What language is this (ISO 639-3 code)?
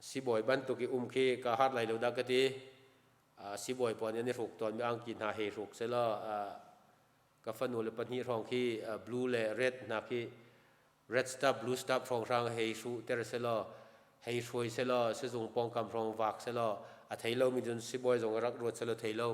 cnh